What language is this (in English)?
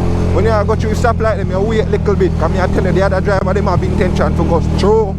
Jamaican Creole English